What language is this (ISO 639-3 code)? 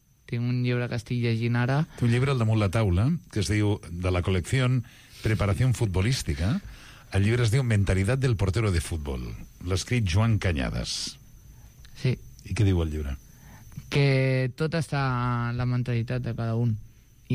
cat